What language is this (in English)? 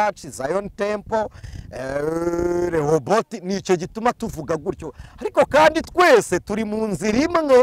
Kinyarwanda